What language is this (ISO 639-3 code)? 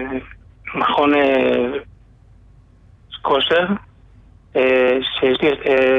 heb